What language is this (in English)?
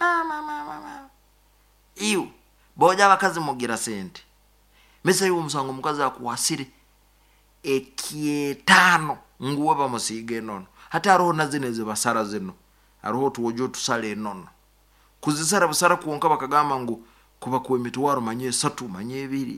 Nyankole